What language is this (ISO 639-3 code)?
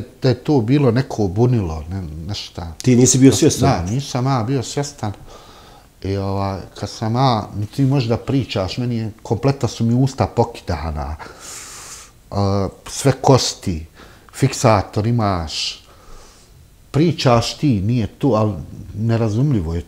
bos